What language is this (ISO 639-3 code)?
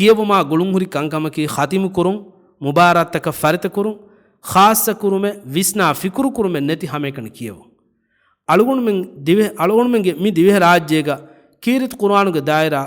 div